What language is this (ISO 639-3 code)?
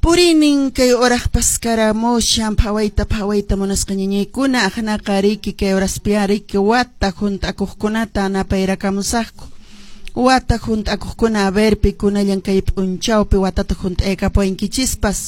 que